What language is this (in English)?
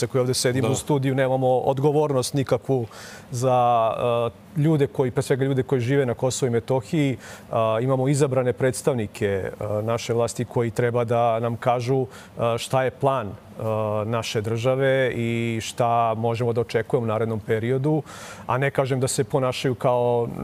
Serbian